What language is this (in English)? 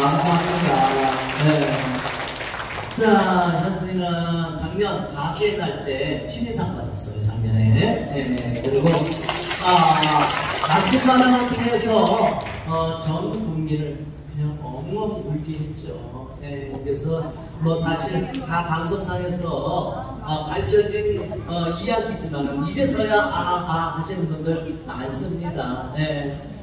Korean